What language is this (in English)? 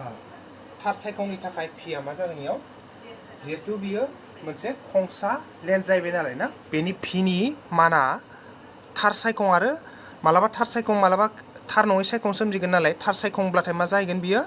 Bodo